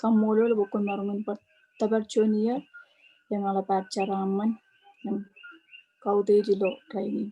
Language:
Marshallese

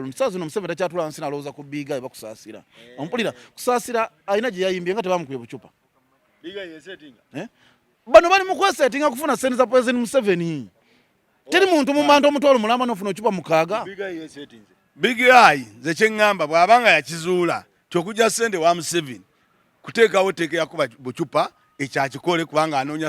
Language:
Ganda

